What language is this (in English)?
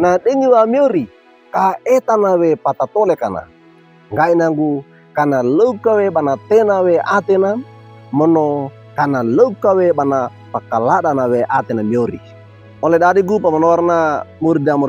Wejewa